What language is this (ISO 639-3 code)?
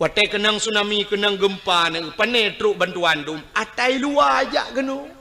ace